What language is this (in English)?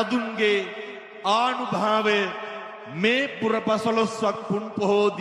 Sinhala